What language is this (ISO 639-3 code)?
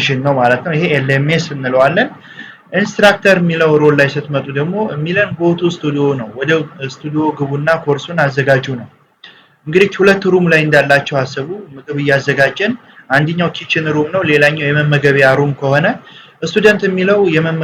amh